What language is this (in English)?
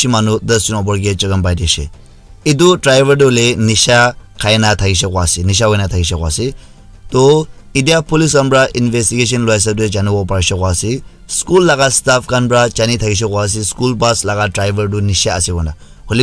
Naga Pidgin